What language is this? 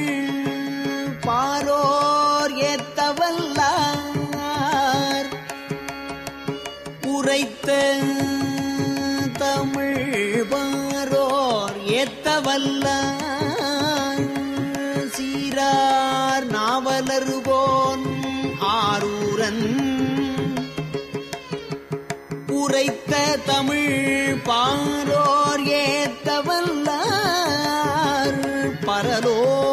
Tamil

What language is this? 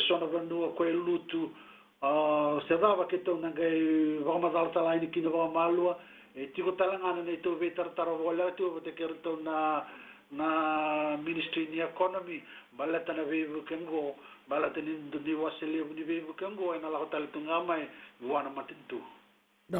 Fijian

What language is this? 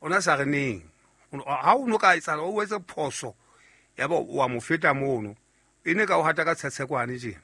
Southern Sotho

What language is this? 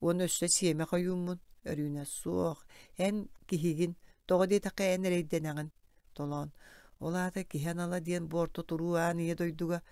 Yakut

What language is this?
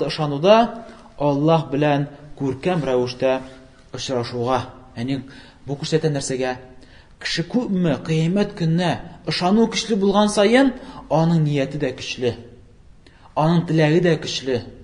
Tatar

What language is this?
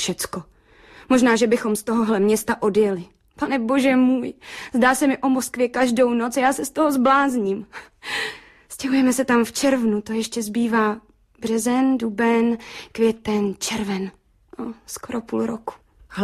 Czech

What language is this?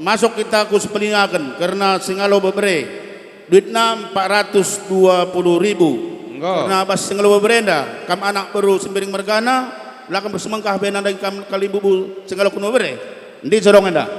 Batak Karo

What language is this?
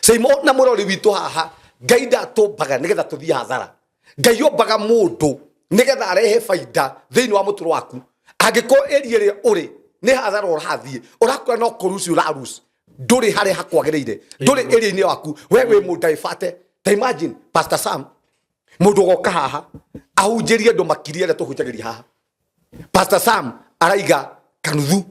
Kikuyu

